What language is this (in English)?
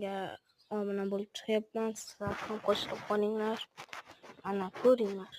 Uzbek